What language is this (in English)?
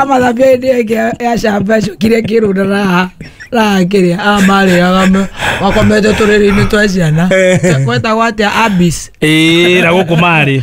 Kikuyu